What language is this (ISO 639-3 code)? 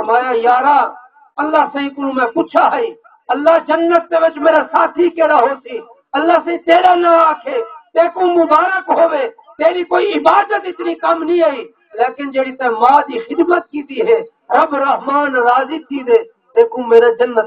skr